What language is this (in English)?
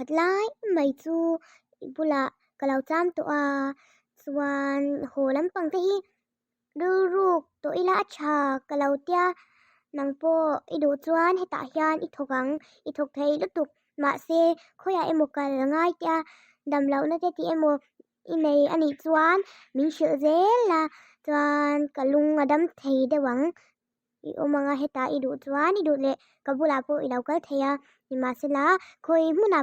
Mizo